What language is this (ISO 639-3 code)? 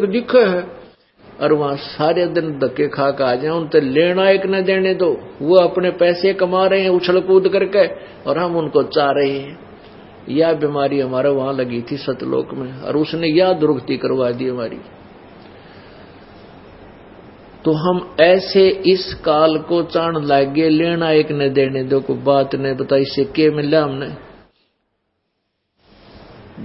hin